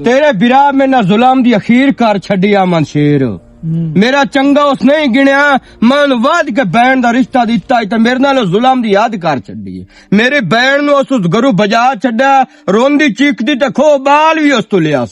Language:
Western Panjabi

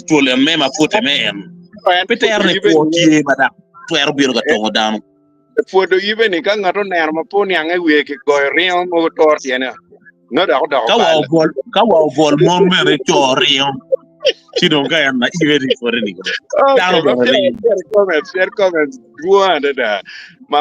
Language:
Acoli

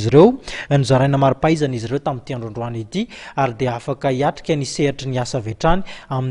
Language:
Malagasy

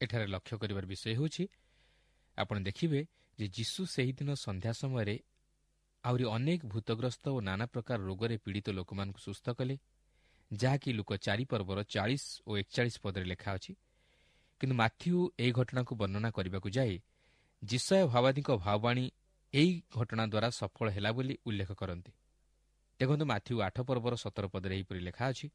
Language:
Odia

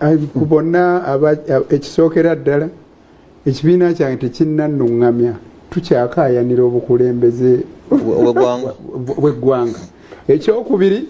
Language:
Ganda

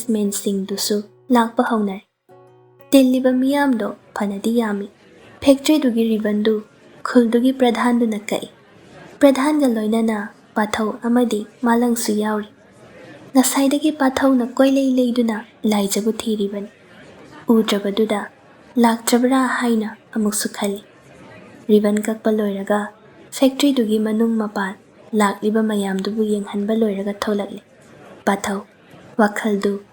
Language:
Manipuri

